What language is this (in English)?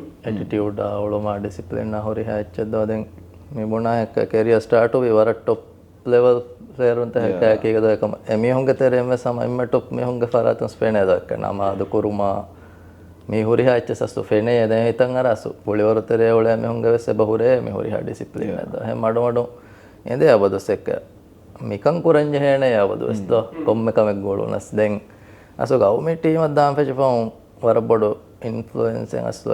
Divehi